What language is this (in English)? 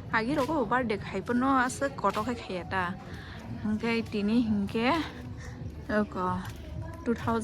Kok Borok